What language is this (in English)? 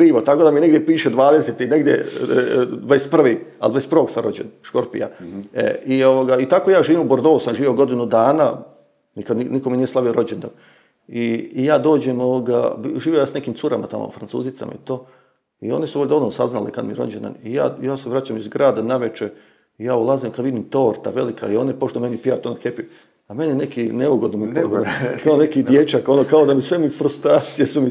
Croatian